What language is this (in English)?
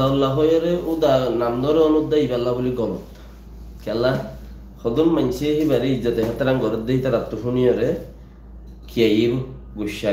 Rohingya